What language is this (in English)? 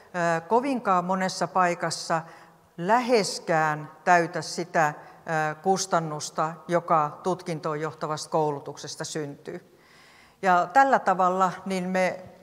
Finnish